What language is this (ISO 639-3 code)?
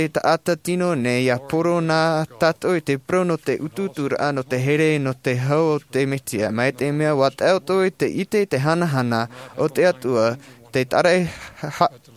tah